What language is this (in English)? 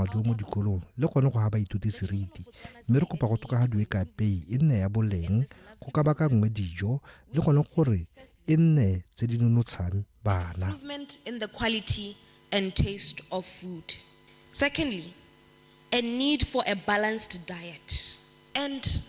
Tswana